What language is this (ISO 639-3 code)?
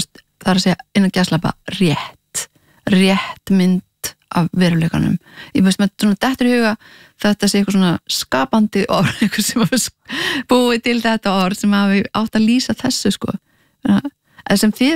isl